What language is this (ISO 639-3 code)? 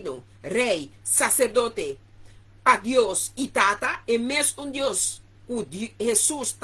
pap